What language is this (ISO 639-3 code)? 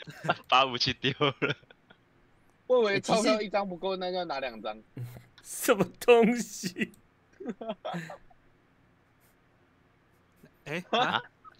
zho